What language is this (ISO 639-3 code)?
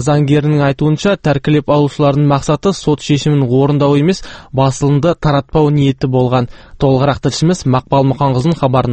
kaz